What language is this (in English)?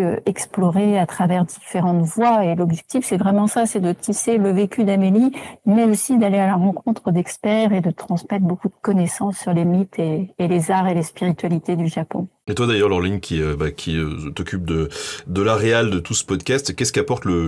French